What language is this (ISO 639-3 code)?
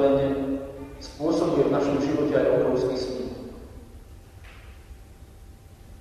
slk